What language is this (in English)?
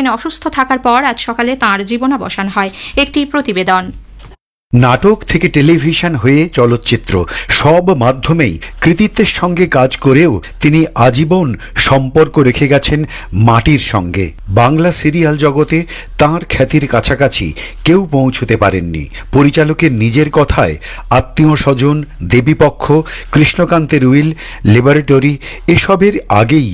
Bangla